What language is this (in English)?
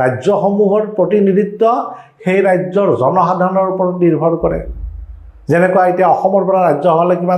Assamese